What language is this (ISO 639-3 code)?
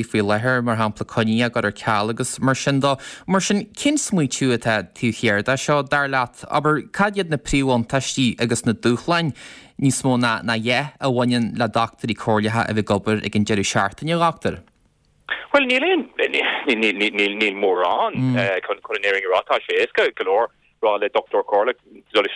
gle